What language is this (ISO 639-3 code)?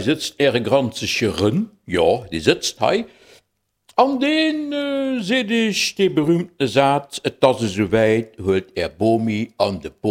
ltz